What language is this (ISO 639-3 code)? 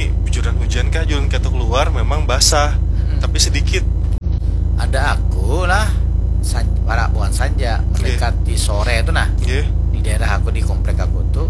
bjn